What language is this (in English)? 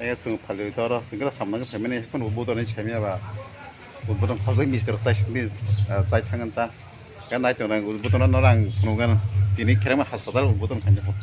Kok Borok